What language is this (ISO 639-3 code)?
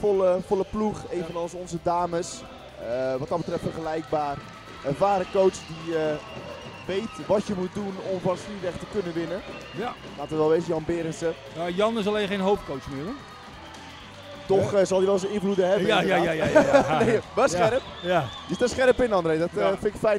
nld